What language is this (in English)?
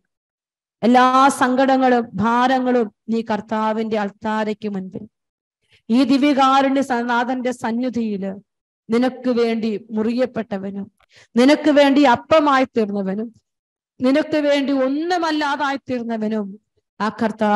Malayalam